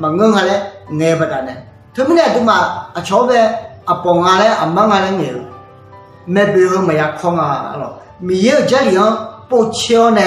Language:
Akha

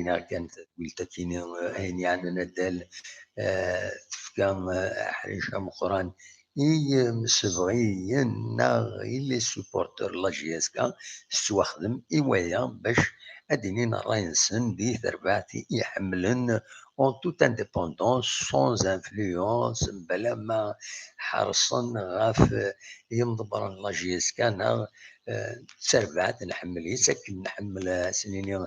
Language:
Kabyle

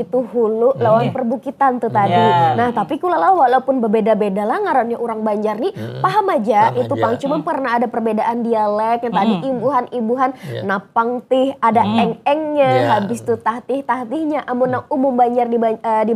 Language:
Banjar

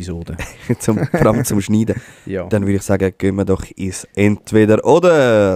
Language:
Swiss German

